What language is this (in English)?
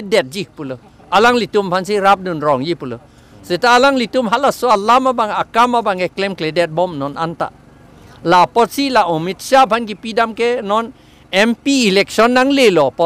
Karbi